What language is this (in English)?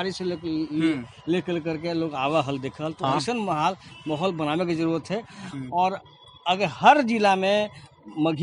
Magahi